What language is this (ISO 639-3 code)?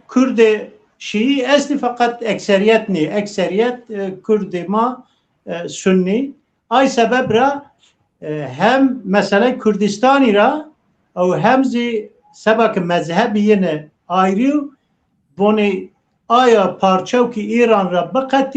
zza